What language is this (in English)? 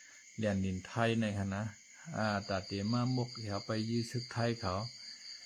Shan